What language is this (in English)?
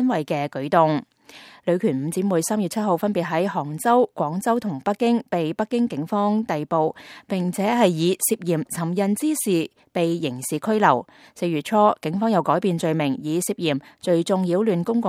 Cantonese